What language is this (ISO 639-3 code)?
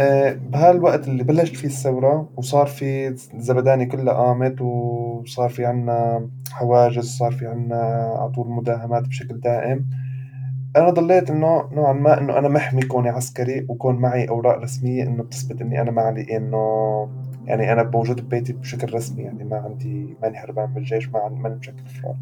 apc